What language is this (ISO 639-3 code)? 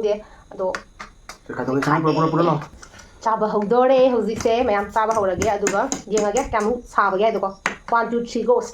mni